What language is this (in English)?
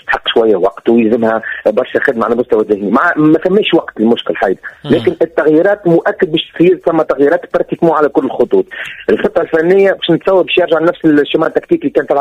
Tunisian Arabic